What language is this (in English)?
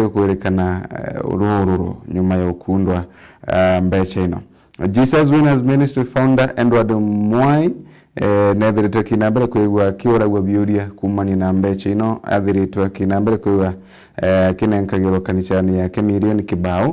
Meru